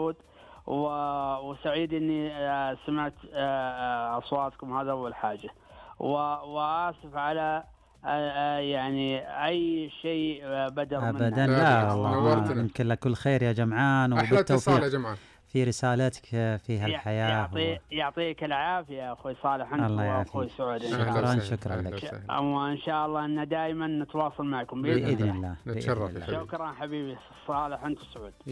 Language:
Najdi Arabic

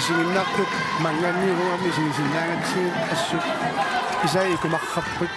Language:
Kalaallisut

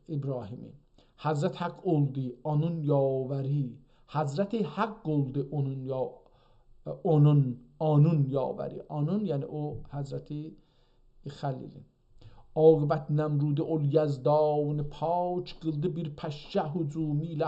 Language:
South Azerbaijani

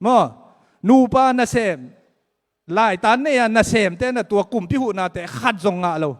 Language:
Tedim Chin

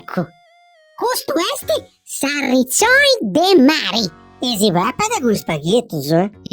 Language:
Sardinian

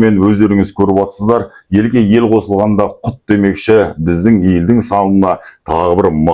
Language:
Kazakh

